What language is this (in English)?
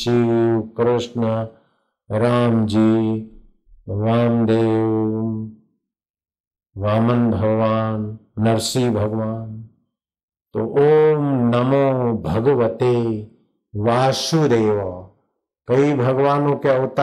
Hindi